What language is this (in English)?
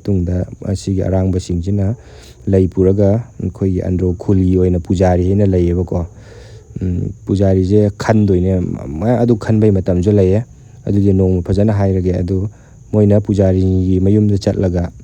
Manipuri